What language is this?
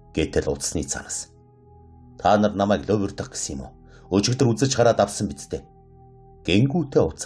Mongolian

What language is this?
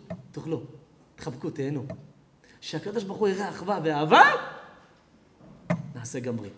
Hebrew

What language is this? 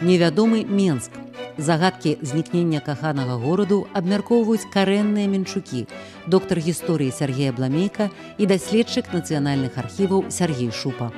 Belarusian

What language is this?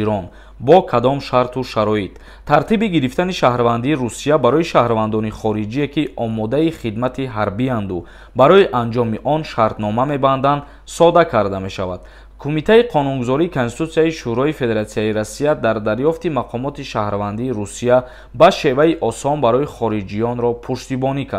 Tajik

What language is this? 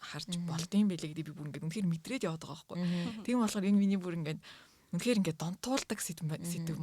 Mongolian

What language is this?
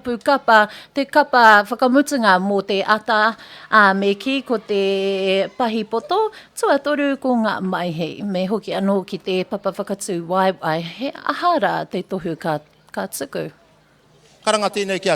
Māori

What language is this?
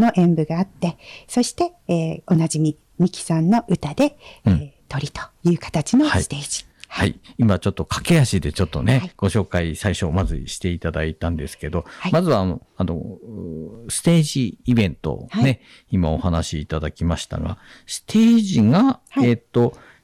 Japanese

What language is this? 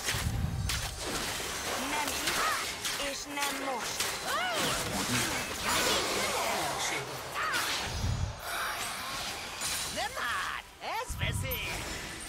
Hungarian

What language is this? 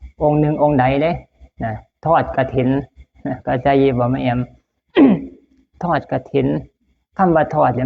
Lao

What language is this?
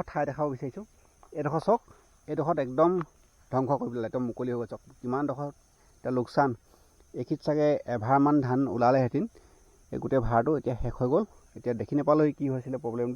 Assamese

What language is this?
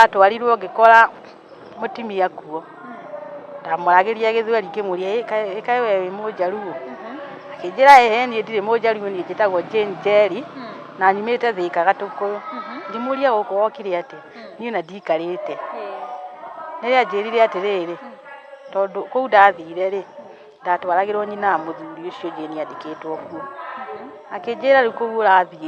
Kikuyu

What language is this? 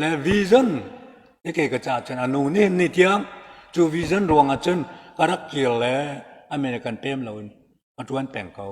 Hakha Chin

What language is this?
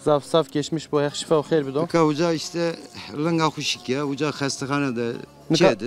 Zaza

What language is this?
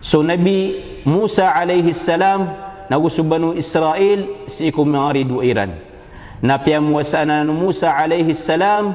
Maranao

